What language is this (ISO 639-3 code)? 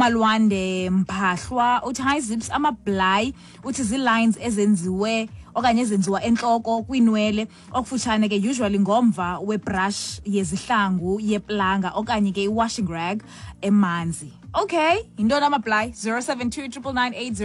xho